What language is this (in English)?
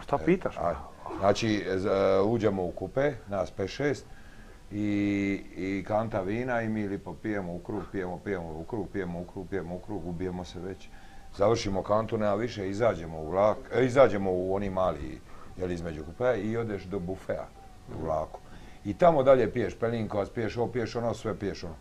Croatian